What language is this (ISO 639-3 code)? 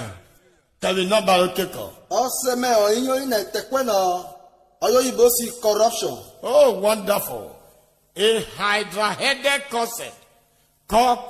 urh